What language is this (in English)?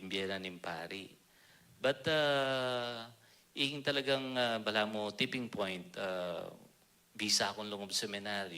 Pampanga